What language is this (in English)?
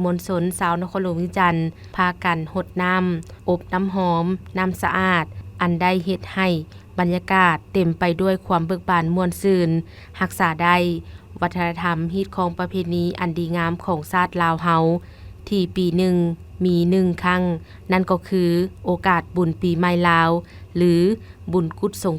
Lao